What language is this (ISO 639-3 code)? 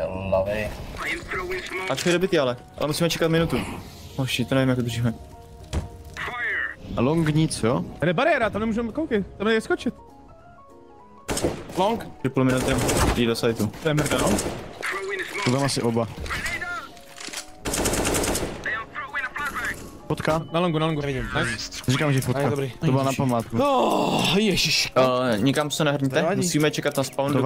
ces